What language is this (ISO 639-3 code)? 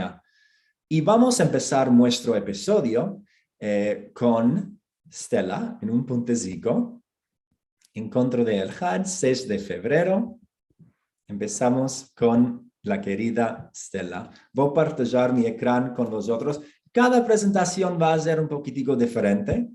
lad